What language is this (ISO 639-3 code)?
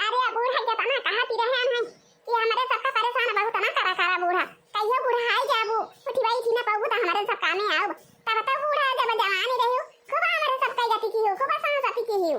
awa